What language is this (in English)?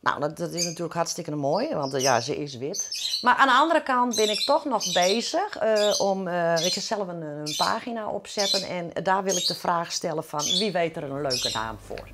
Western Frisian